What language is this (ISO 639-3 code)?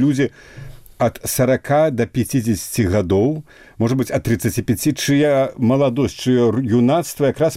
bel